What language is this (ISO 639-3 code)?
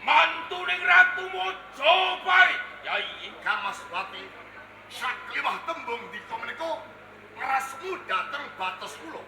jav